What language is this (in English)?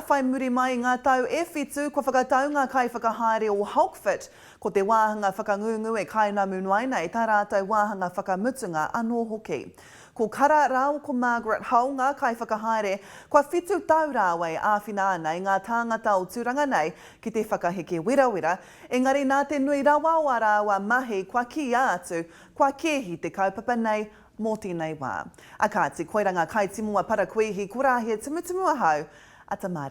Māori